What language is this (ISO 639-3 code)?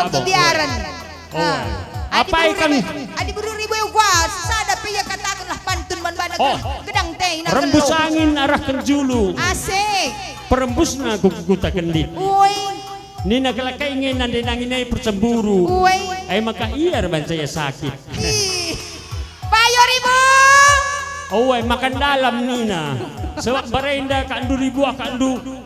btx